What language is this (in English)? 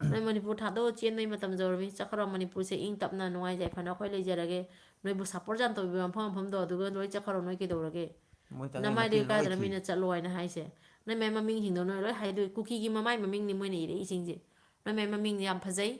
Manipuri